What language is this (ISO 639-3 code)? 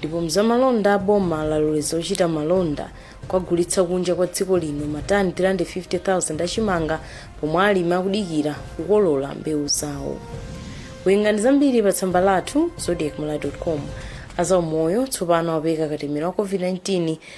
nya